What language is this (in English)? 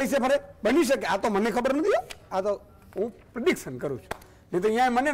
Gujarati